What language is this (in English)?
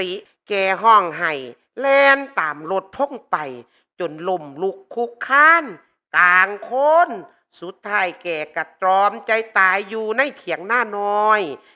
Northeastern Thai